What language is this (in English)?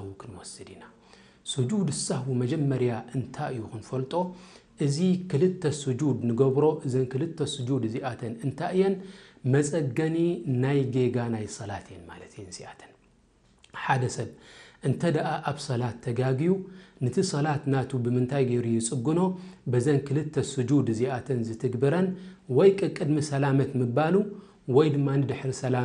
Tigrinya